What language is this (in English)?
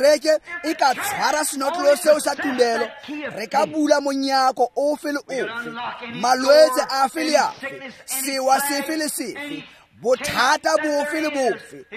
Tswana